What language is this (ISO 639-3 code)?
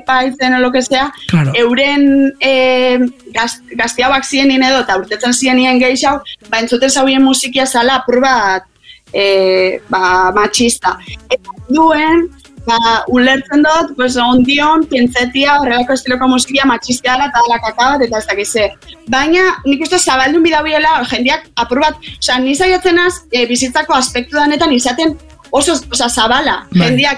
eus